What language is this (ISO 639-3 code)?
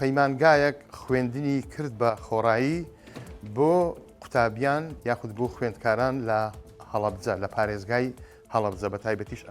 ckb